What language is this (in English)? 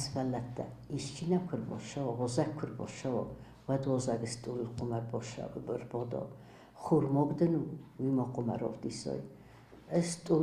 Ossetic